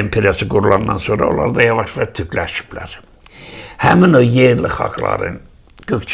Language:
South Azerbaijani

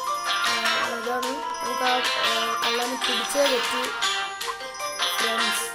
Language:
Malayalam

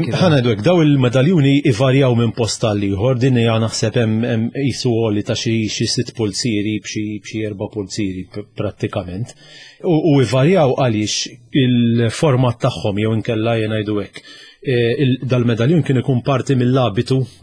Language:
Maltese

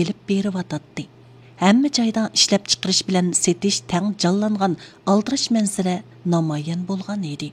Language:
Uyghur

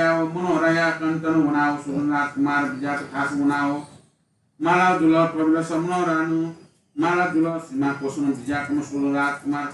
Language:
Newari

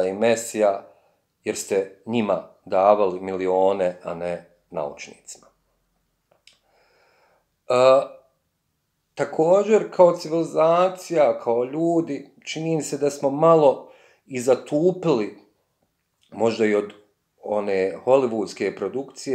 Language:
Bosnian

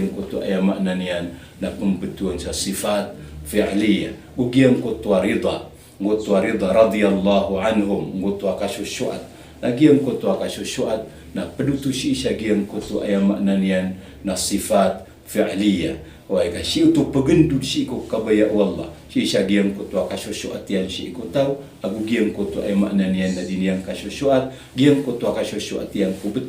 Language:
Maranao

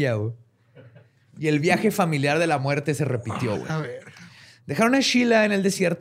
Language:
Spanish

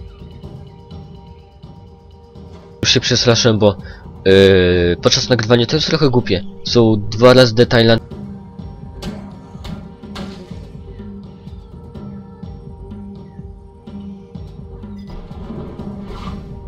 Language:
Polish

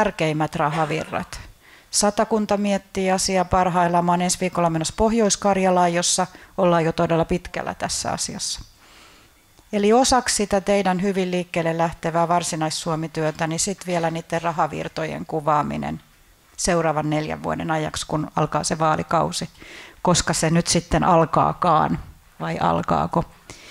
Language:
Finnish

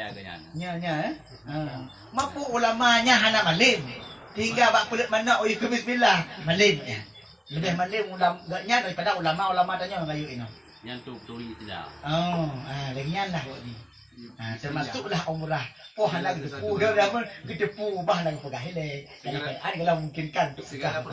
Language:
Achinese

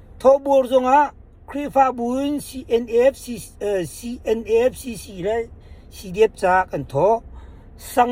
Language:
Hakha Chin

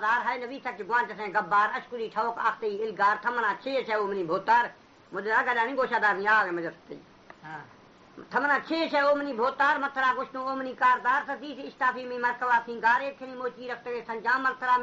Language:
Baluchi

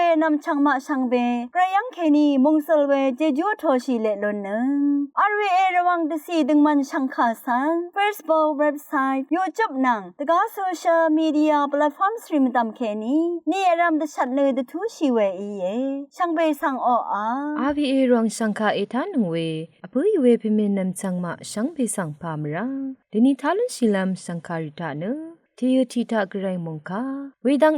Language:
Rawang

